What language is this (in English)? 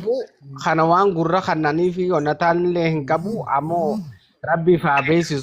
Oromo